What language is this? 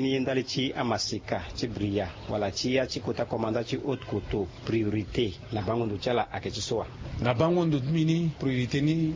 Sango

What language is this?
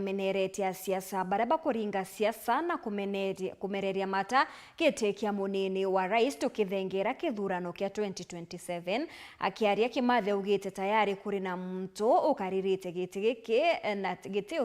Meru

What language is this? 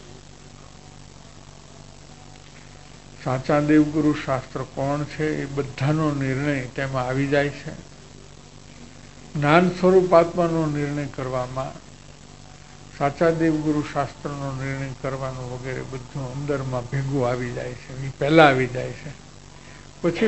Gujarati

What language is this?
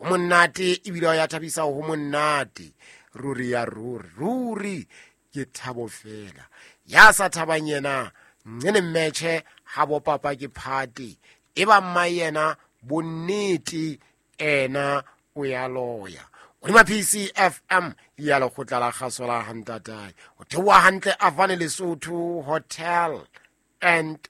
Southern Sotho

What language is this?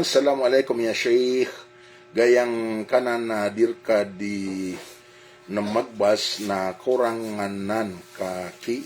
Maranao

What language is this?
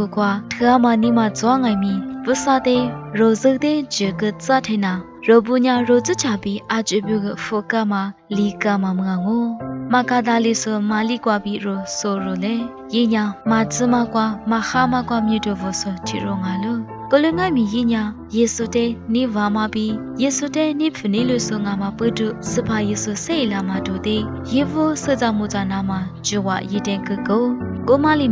Lisu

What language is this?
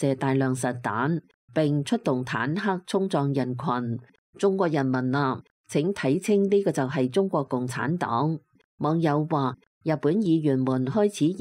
Cantonese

